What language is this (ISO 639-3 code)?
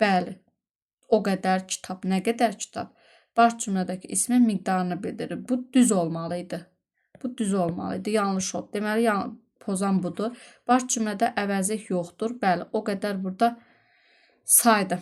aze